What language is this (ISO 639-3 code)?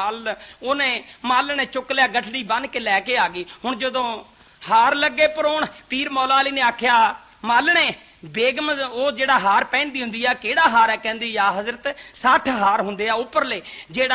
pan